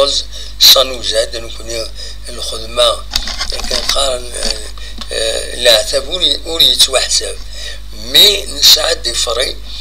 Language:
Kabyle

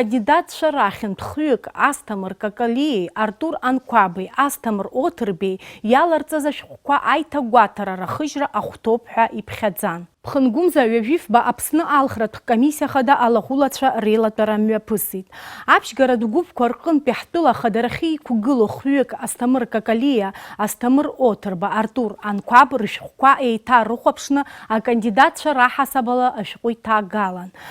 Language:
Abkhazian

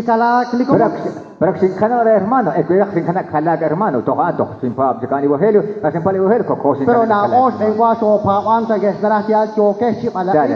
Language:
Kekchí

